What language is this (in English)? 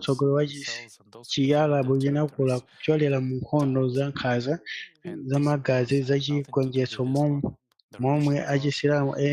Nyanja